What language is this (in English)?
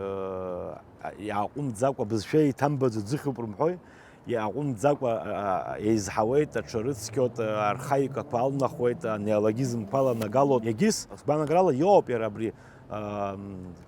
Abkhazian